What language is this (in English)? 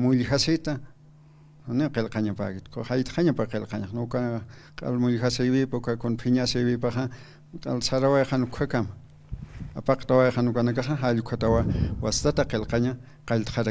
Aymara